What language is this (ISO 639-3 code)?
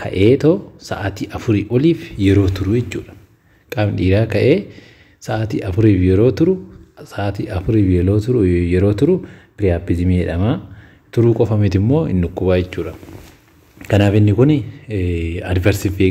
orm